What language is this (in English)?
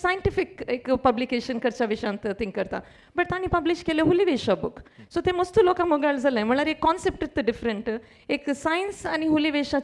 Konkani